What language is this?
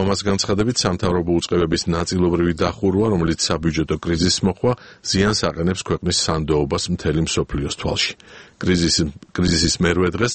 Georgian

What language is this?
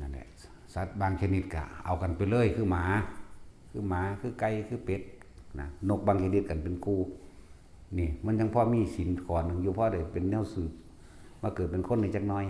Northeastern Thai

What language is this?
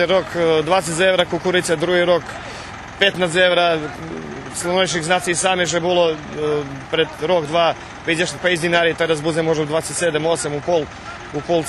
Rusyn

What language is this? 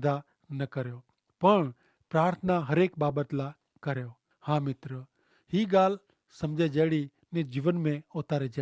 Kachhi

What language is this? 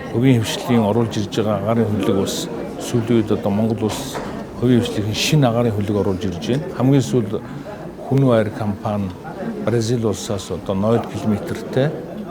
Mongolian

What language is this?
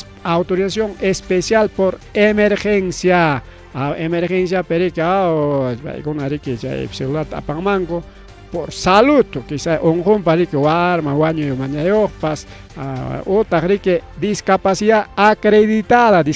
Ayacucho Quechua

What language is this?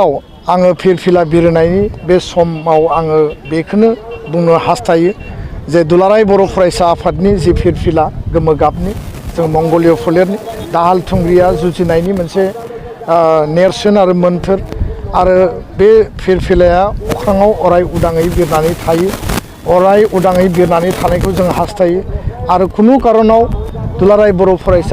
Bodo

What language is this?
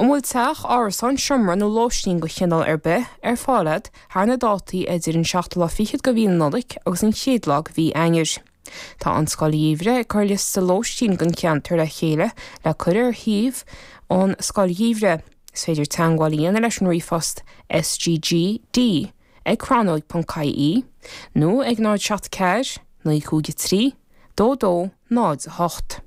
Irish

